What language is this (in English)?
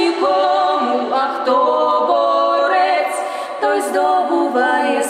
Ukrainian